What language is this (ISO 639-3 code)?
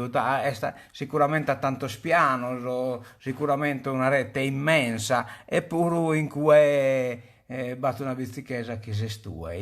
srd